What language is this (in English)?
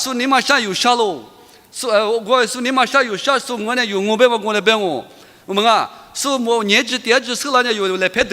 Lisu